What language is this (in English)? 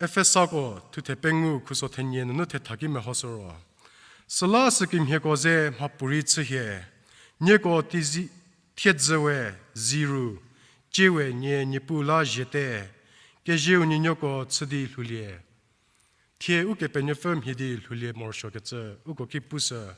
Angami Naga